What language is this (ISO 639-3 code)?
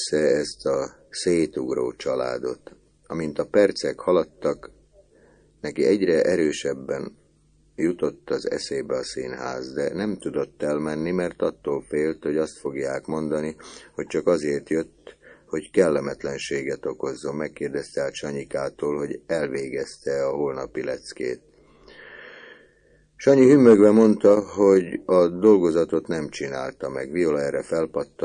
hun